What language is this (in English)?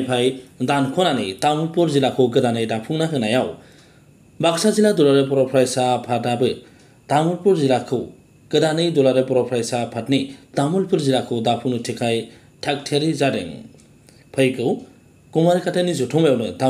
Bodo